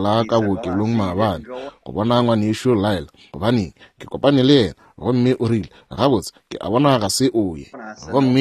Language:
Northern Sotho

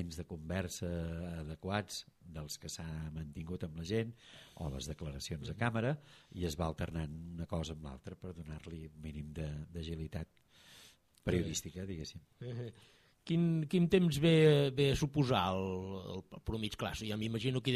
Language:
Catalan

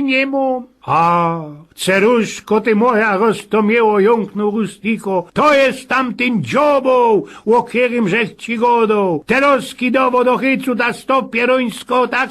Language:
Silesian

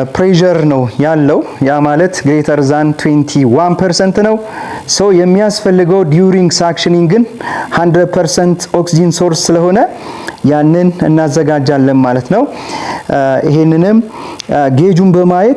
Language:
Amharic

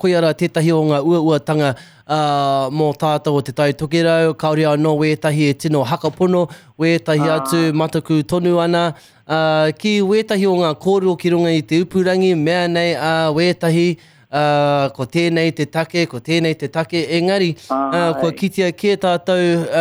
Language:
Māori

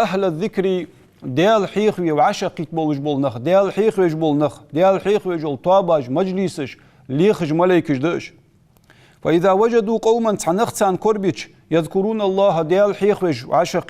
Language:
Ingush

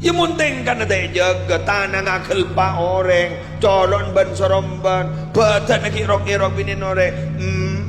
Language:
Madurese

